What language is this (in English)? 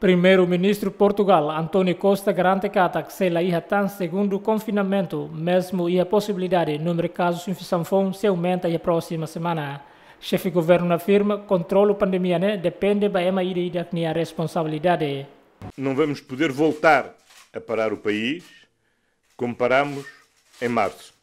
Tetum